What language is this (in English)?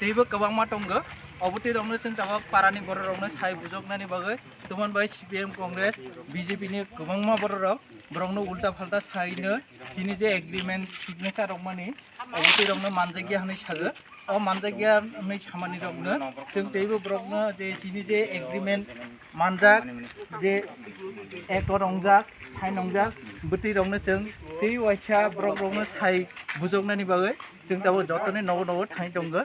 Kok Borok